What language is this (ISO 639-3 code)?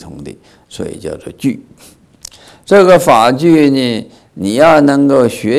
zho